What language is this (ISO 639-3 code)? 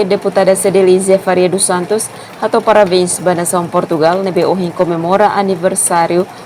tet